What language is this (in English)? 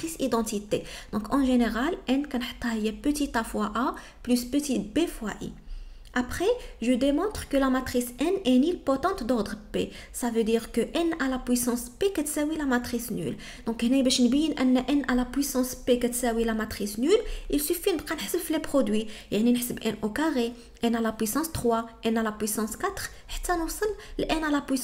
Moroccan Arabic